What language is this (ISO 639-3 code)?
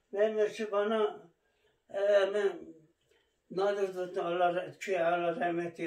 kur